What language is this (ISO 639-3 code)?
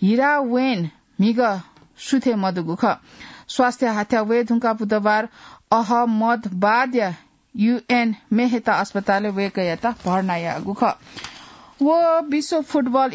new